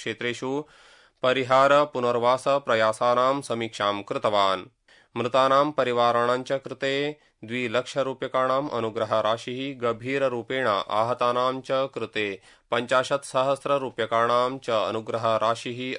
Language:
Sanskrit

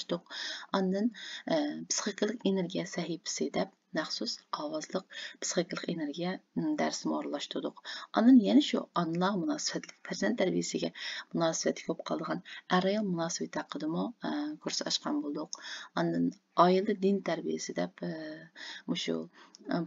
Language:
Uyghur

